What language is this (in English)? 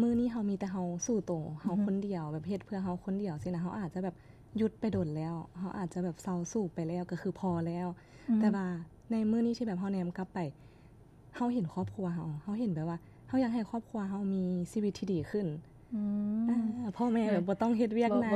Lao